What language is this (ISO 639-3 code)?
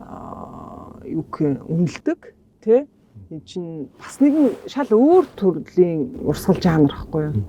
mon